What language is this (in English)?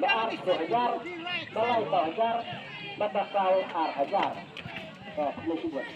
Khasi